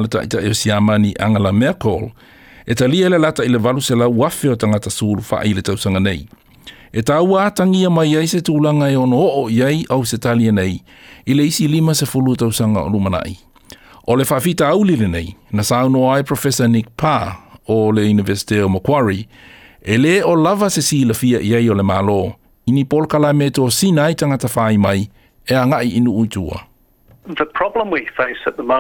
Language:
Samoan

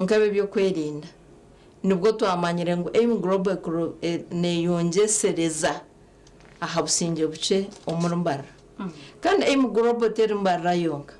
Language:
Nyankole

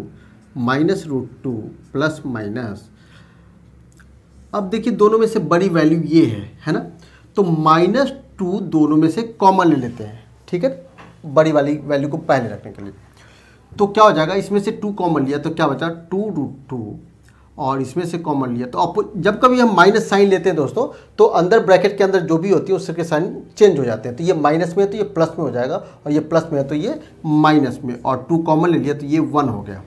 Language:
Hindi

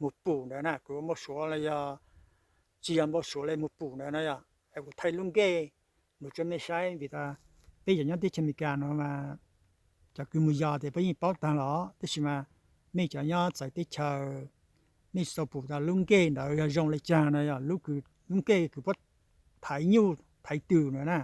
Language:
Hmong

